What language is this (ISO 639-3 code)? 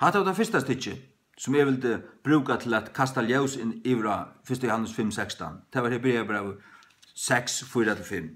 fao